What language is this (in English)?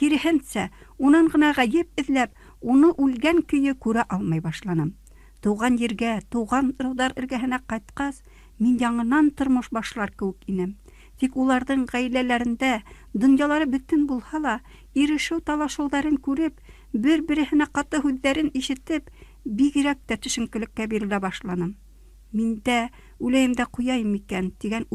Bashkir